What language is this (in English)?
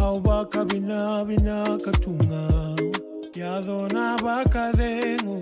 Fijian